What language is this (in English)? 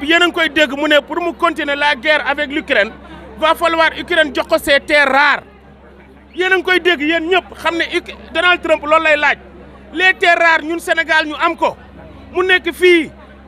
Wolof